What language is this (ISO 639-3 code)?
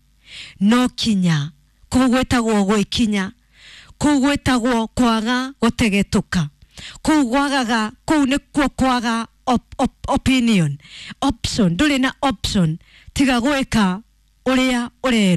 kik